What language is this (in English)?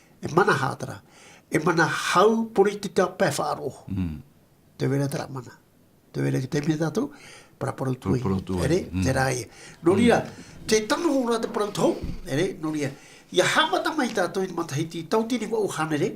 Tahitian